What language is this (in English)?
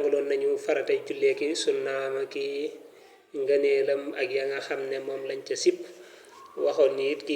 Wolof